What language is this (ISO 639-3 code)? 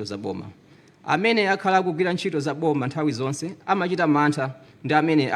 nya